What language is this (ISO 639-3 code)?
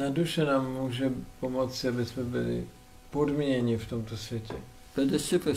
ces